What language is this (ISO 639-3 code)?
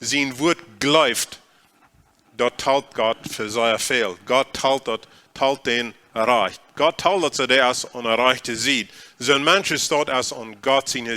pdt